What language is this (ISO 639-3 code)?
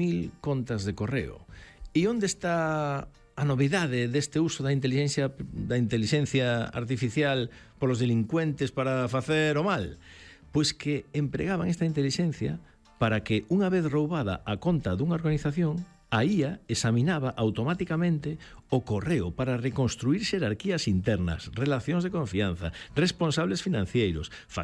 glg